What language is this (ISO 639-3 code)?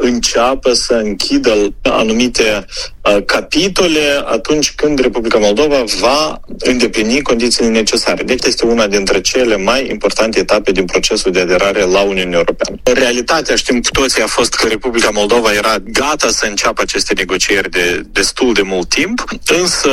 ron